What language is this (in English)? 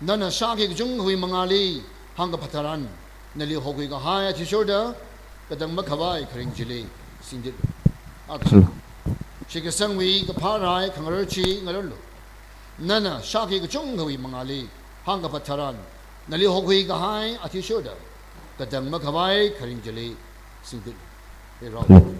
Tangkhul Naga (India)